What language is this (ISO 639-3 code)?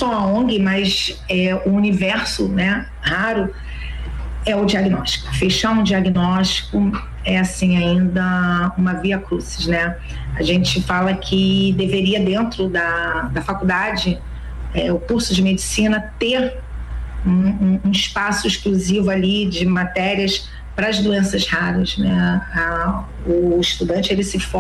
por